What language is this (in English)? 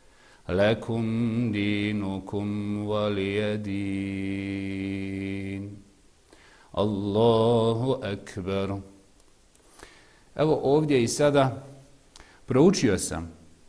Bosnian